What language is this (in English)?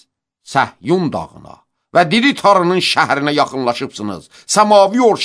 Azerbaijani